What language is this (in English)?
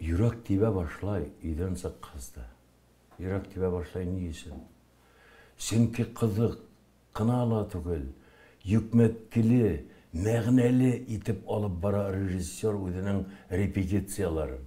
Bashkir